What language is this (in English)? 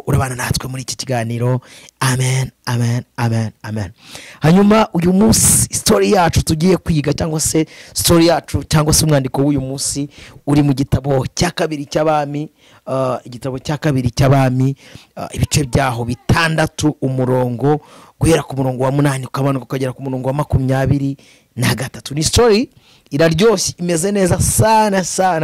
Kinyarwanda